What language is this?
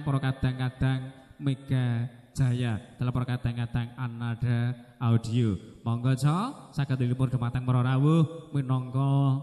Javanese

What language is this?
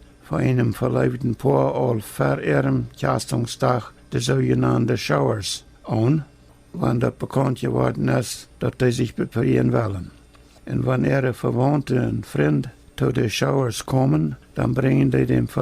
Plautdietsch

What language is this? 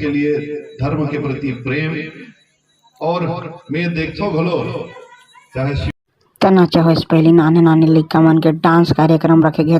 Chhattisgarhi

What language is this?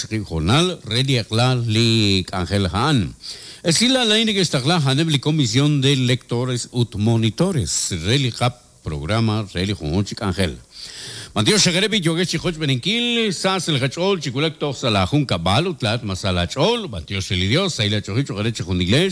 Kekchí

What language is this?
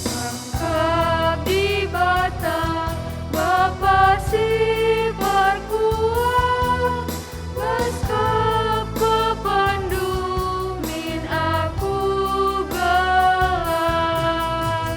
Batak Karo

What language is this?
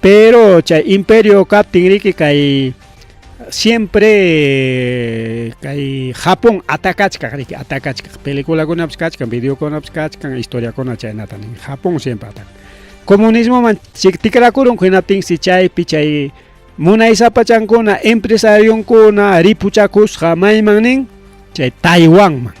Ayacucho Quechua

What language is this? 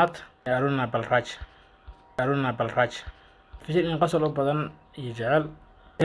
Somali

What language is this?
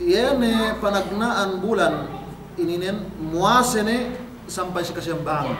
Yakan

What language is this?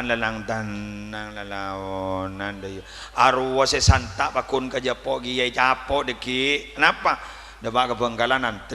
Madurese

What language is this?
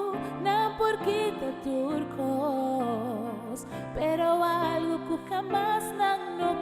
Papiamento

